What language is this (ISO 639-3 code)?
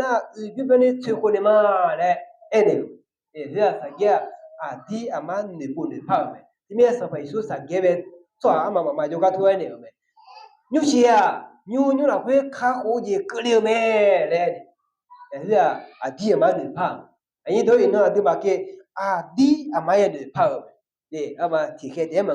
ahk